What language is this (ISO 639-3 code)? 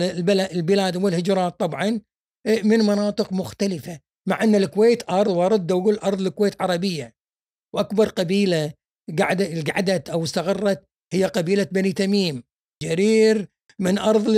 afb